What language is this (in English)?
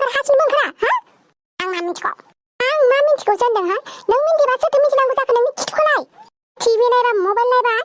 Bodo